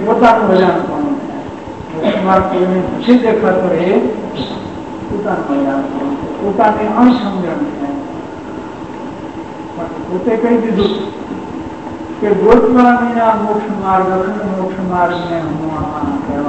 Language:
Gujarati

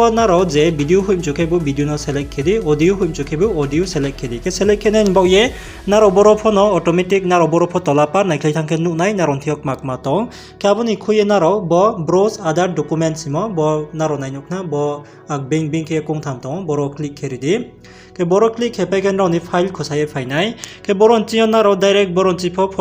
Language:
Riang (India)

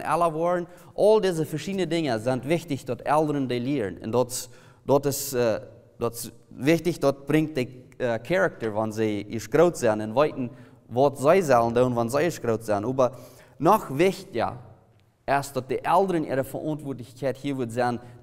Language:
Plautdietsch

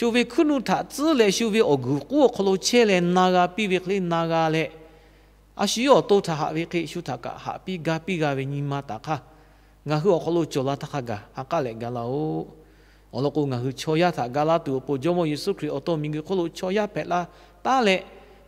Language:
Lahu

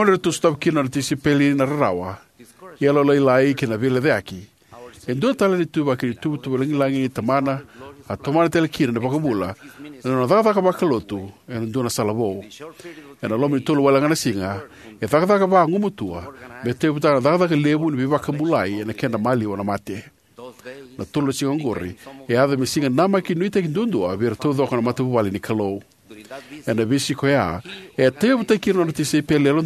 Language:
Fijian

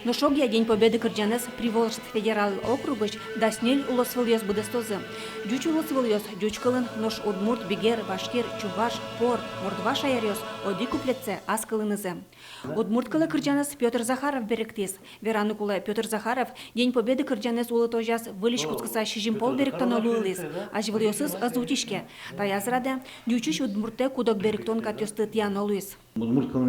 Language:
Udmurt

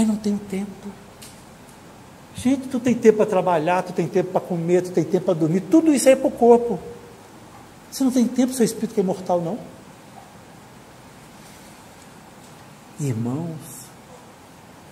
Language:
Portuguese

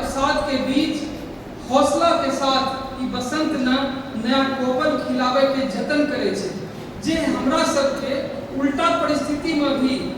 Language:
Angika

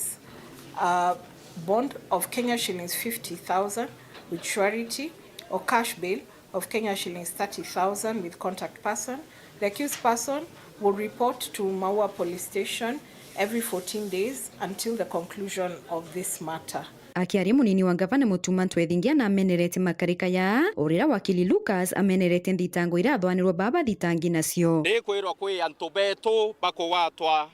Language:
Meru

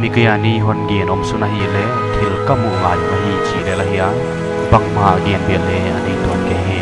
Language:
Paite Chin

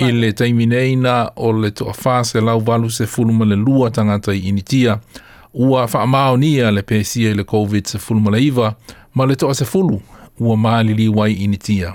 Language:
Samoan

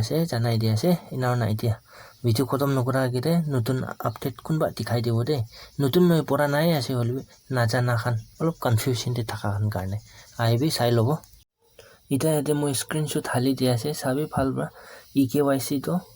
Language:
Naga Pidgin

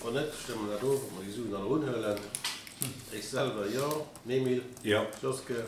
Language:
Luxembourgish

